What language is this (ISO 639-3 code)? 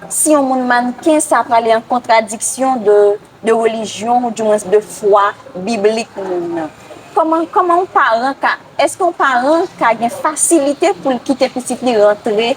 hat